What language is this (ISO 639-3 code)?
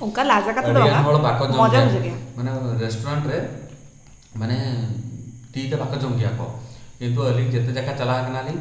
sat